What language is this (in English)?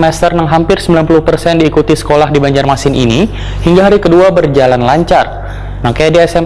Banjar